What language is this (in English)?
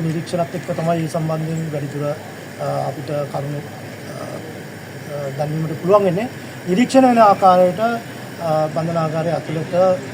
Sinhala